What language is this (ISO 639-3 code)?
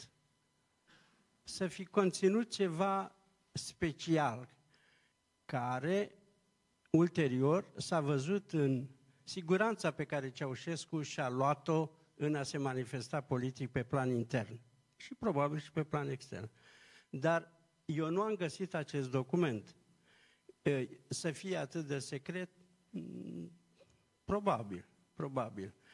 ron